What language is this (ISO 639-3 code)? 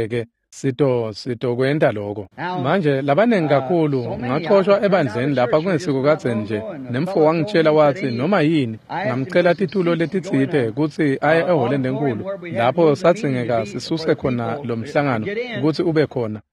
ssw